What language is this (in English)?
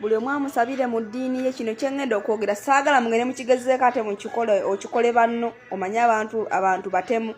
Ganda